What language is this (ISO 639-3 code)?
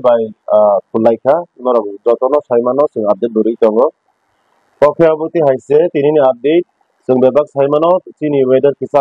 trp